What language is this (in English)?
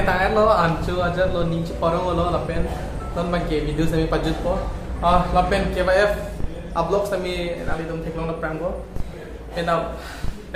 Karbi